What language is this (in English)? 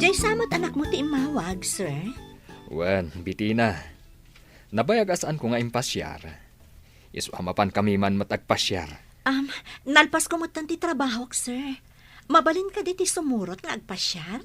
Iloko